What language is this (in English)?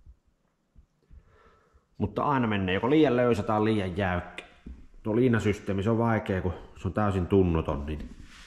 Finnish